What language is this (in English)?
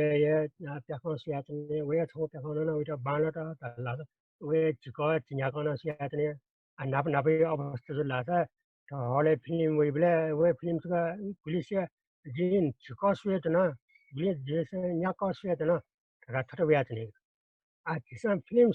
Newari